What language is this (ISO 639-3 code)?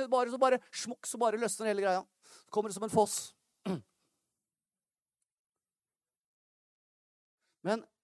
nor